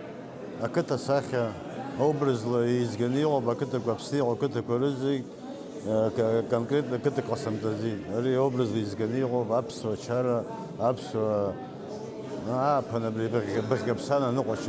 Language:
Abkhazian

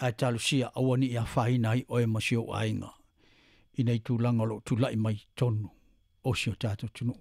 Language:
Samoan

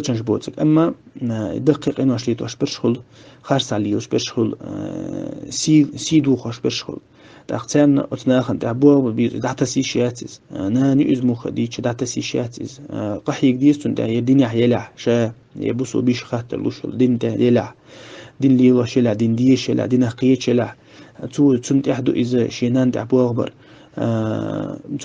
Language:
Chechen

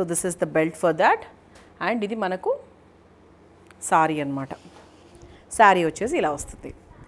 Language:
Telugu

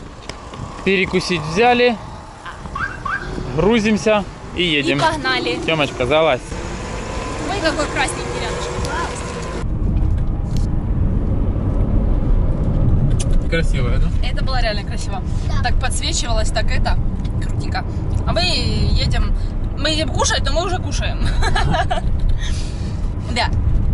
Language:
Russian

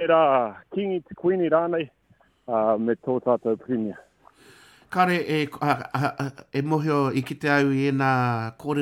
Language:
Māori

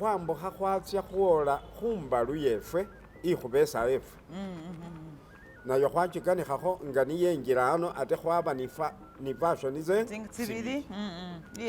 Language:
Masaaba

